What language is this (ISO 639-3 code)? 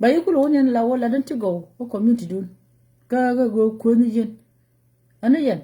nus